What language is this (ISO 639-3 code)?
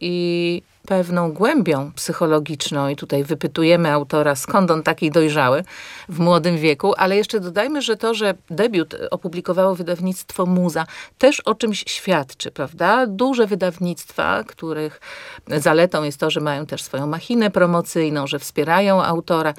pol